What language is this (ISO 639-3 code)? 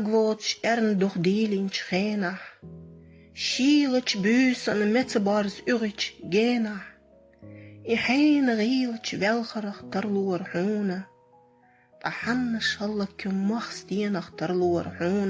che